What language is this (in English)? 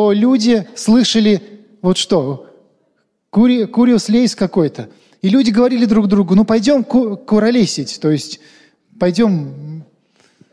Russian